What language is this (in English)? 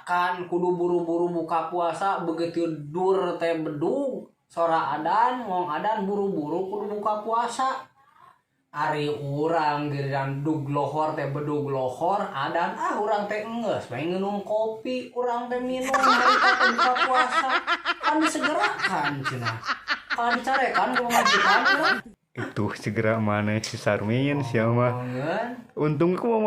Sundanese